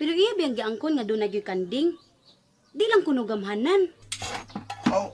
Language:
Cebuano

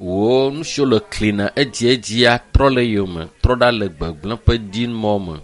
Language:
Ewe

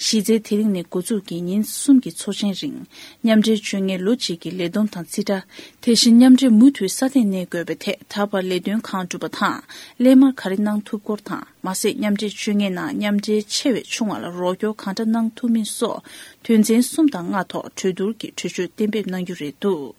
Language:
Tibetan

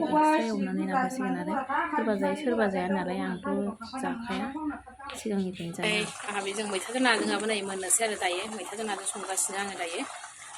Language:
Bodo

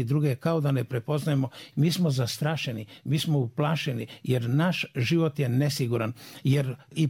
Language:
Serbian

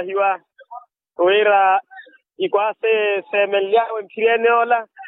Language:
Makhuwa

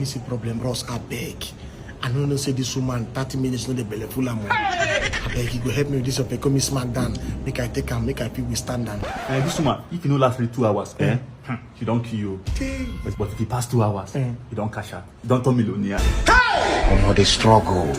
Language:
Nigerian Pidgin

